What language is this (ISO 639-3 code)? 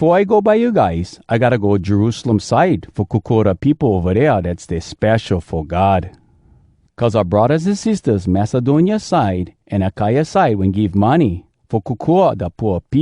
hwc